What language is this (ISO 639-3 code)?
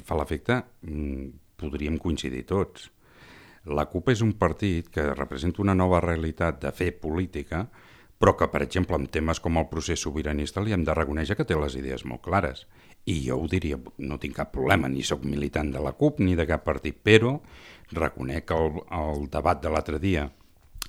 cat